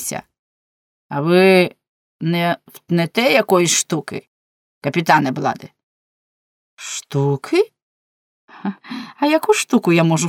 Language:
Ukrainian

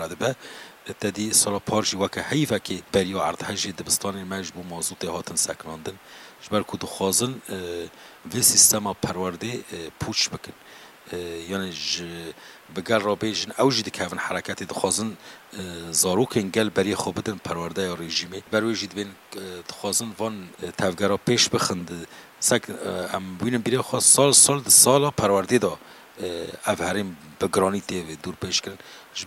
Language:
Kurdish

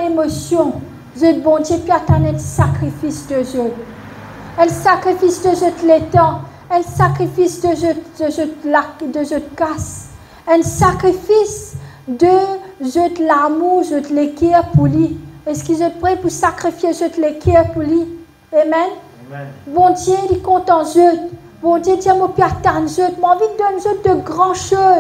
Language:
Morisyen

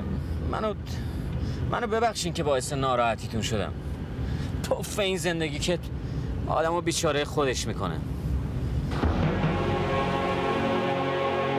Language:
Persian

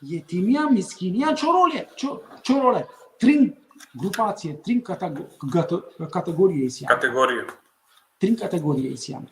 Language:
Balkan Romani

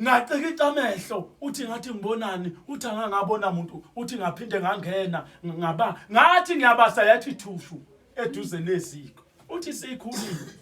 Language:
Zulu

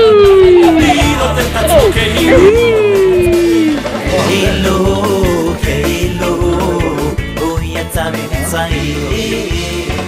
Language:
Hebrew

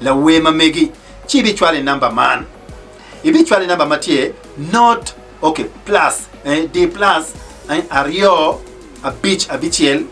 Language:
Acoli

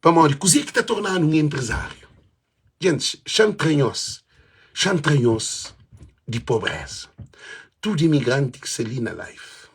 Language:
Kabuverdianu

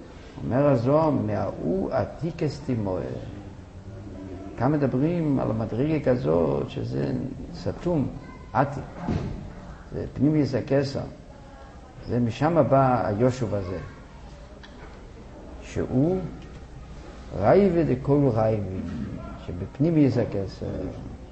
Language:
Hebrew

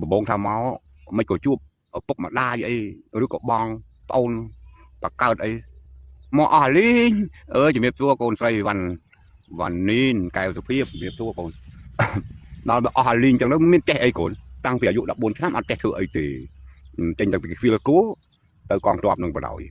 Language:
Khmer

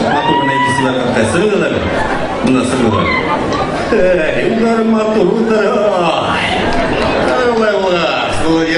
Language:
Bashkir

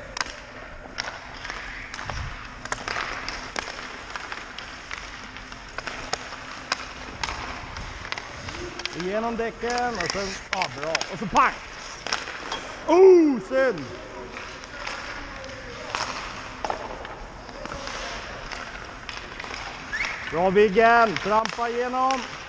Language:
Swedish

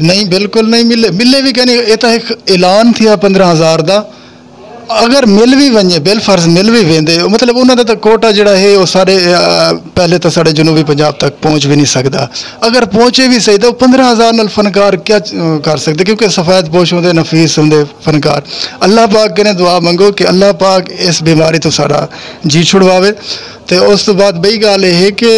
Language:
Saraiki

